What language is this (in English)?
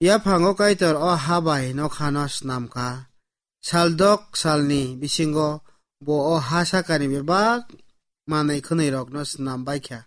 Kok Borok